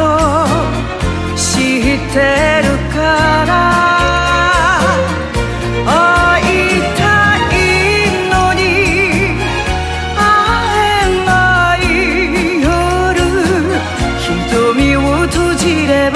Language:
Japanese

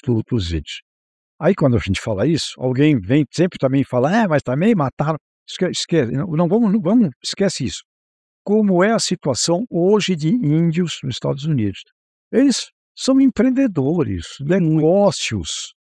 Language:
Portuguese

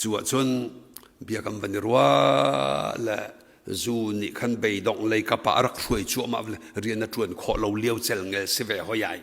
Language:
Hakha Chin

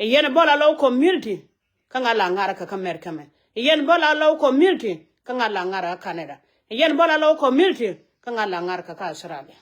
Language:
Nuer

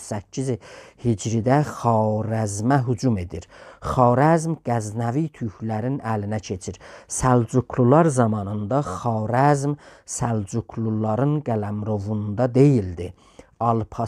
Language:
South Azerbaijani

